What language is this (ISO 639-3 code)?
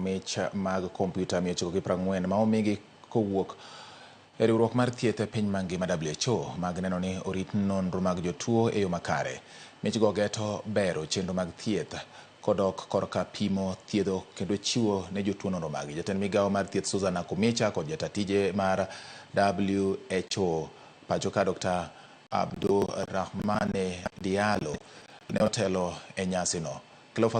luo